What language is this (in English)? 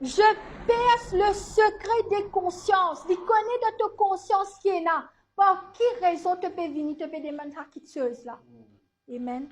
Morisyen